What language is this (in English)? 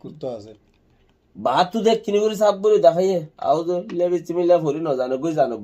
Rohingya